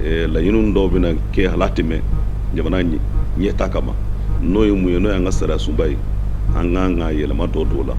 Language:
Bambara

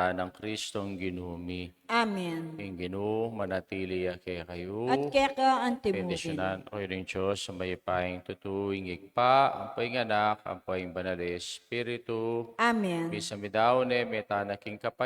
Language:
Pampanga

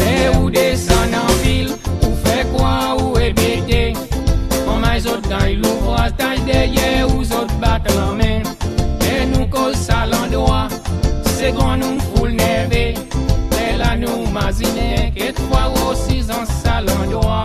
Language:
Seselwa Creole French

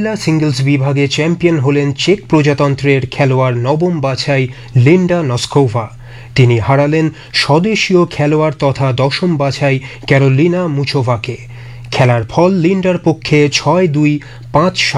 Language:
Bangla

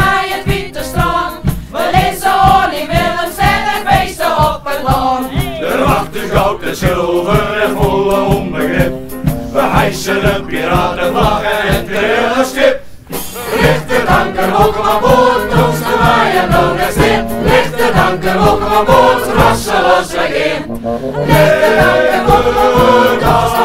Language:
Western Frisian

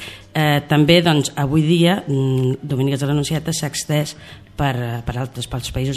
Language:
Catalan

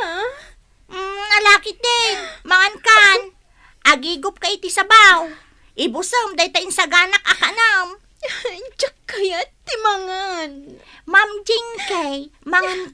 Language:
Iloko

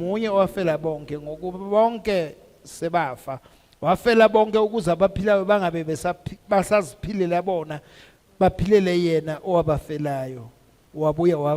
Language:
Zulu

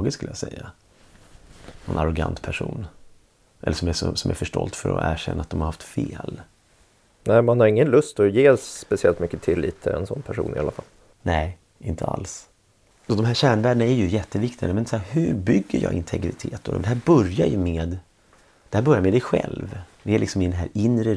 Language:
Swedish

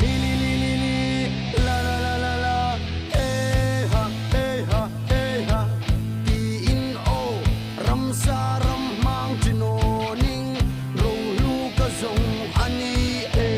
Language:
Hmar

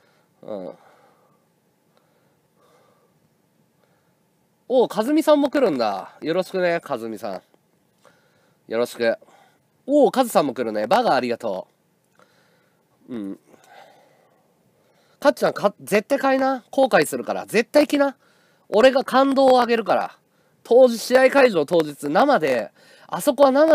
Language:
Japanese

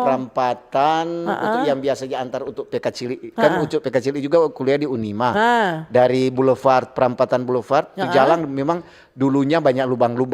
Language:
Manado Malay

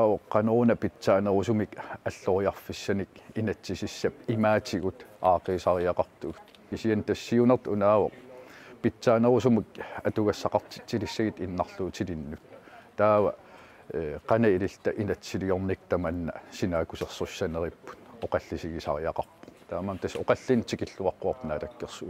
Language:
Kalaallisut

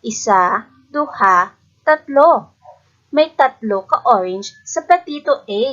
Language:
Hiligaynon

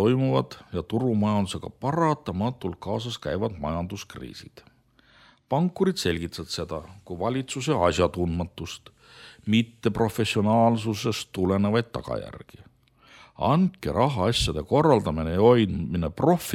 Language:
Estonian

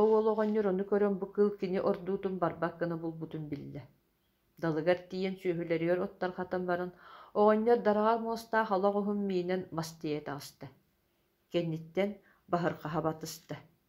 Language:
Yakut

